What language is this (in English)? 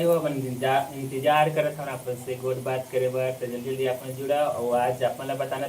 Chhattisgarhi